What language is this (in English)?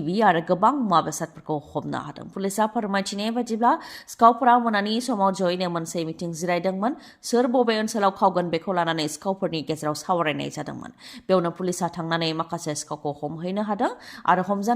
Bodo